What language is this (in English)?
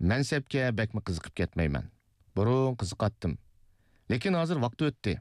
Uyghur